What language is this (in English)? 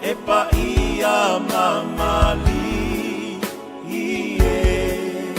Samoan